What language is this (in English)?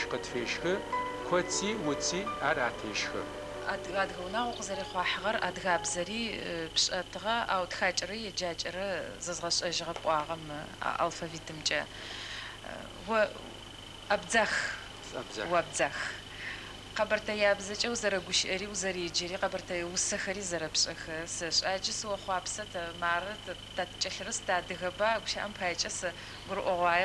Adyghe